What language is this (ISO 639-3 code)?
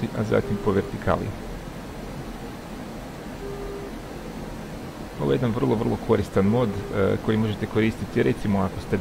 hrv